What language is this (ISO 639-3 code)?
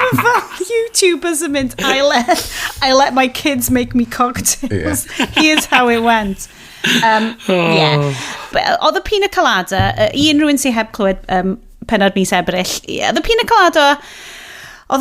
cym